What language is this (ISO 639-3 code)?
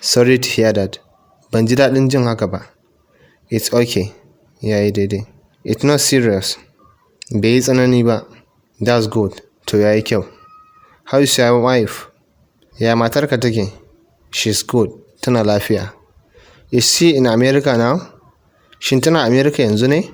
hau